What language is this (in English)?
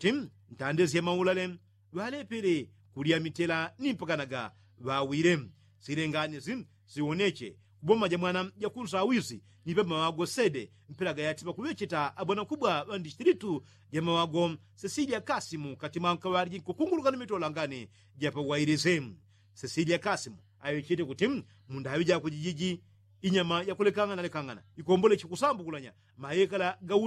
Yao